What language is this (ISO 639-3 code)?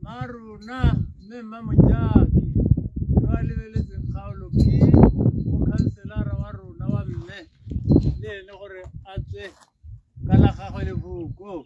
tsn